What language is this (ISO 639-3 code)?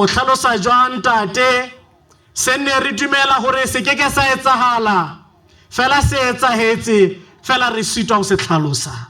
sot